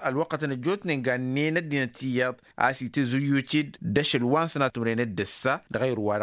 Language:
Tamasheq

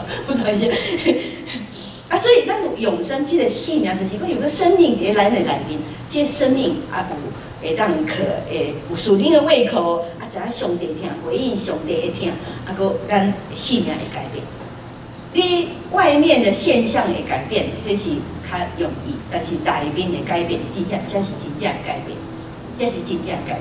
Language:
Min Nan Chinese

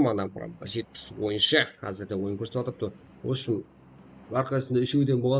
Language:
Kara-Kalpak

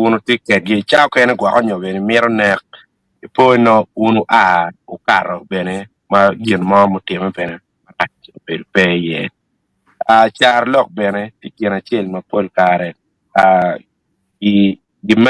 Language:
Acoli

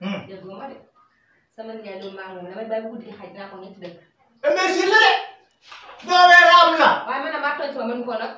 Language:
Wolof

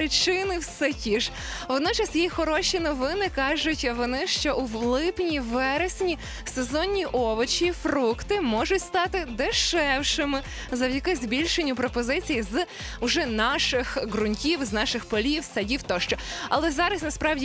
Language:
Ukrainian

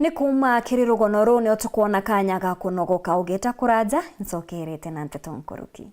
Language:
Meru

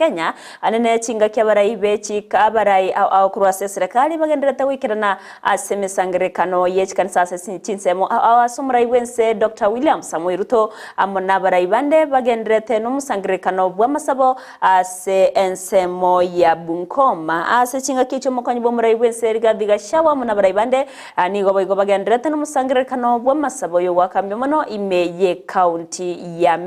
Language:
Gusii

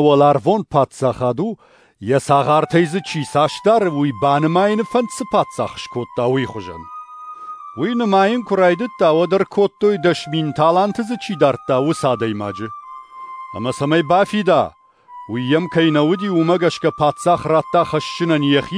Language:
Ossetic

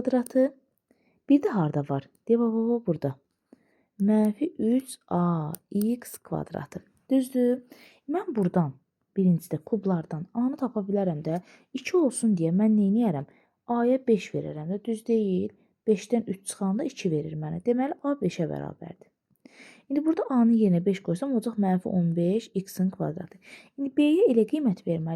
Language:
Azerbaijani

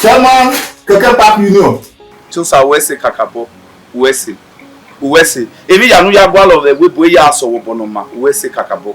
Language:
Bini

